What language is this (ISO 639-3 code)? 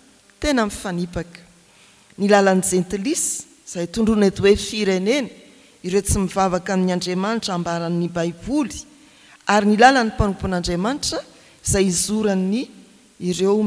mlg